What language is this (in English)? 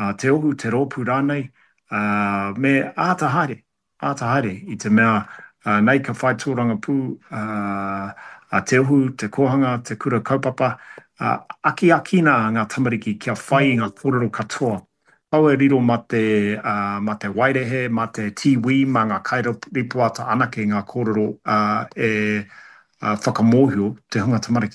Māori